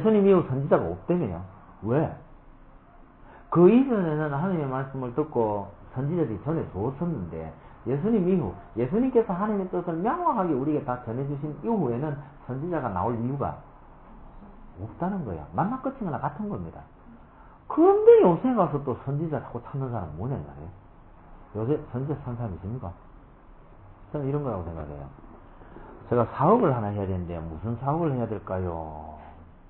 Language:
Korean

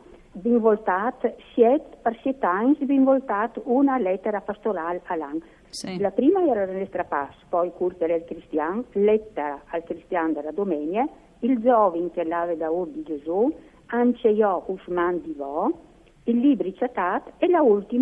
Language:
Friulian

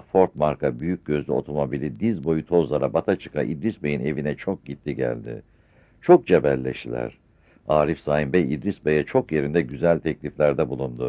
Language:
Turkish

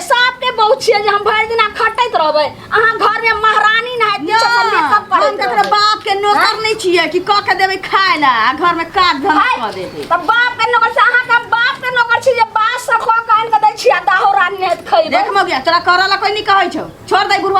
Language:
Maithili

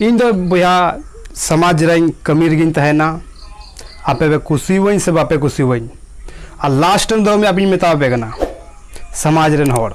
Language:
Santali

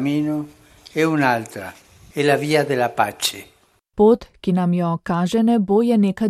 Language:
Slovenian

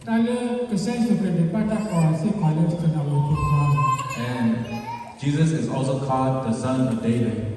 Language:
S'gaw Karen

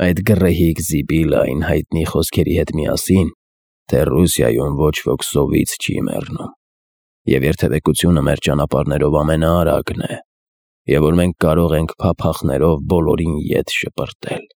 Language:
Armenian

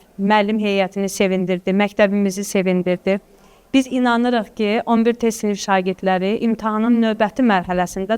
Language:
Azerbaijani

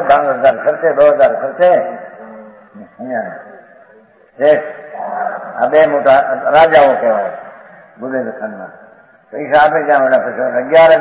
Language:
Gujarati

